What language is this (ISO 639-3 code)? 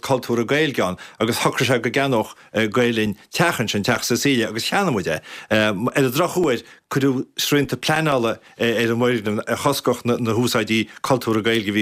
gle